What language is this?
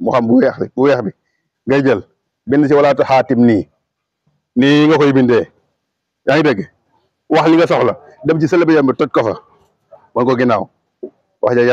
Wolof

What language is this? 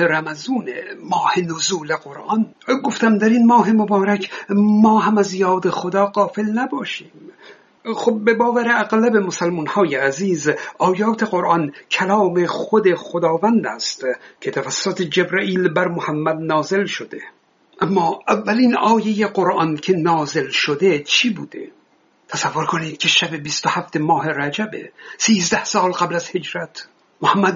Persian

